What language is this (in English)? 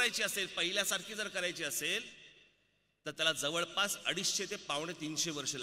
Marathi